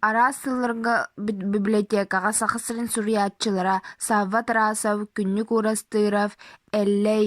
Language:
Yakut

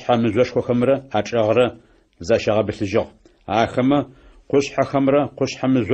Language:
Adyghe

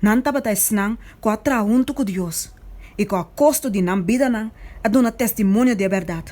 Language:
Papiamento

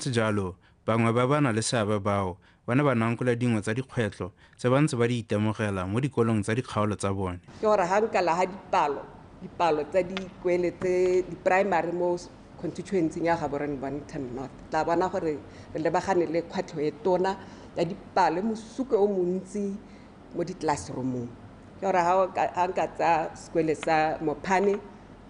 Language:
Tswana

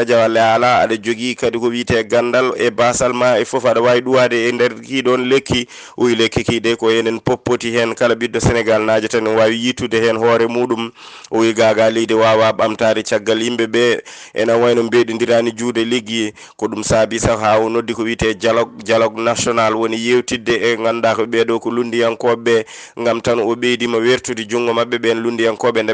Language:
Fula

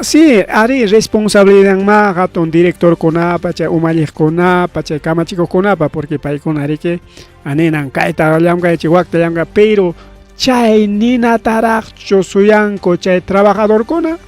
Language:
Ayacucho Quechua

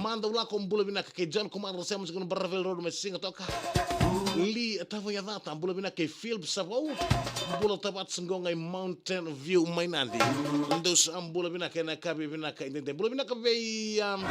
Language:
Fijian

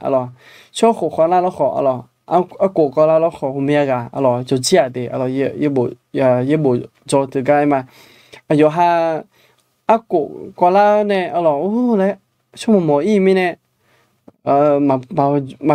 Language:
Akha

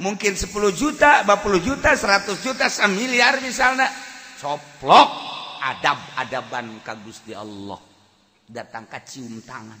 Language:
Sundanese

